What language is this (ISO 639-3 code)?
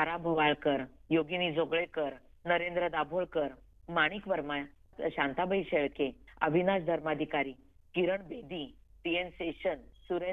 mar